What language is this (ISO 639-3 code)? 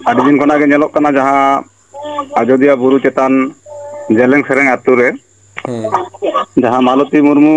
sat